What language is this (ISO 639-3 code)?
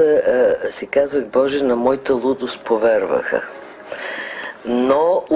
bul